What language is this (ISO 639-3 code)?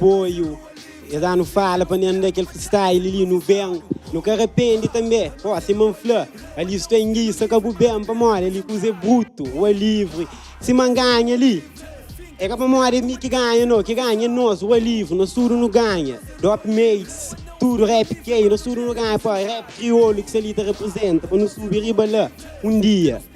kea